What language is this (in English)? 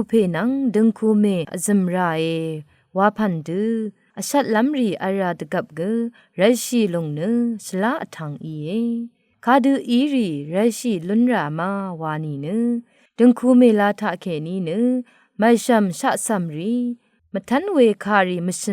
Rawang